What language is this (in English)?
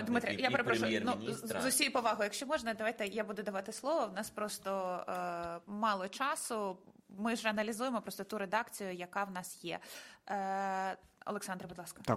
Ukrainian